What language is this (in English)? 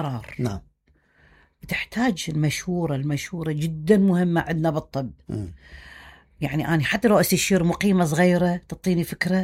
Mesopotamian Arabic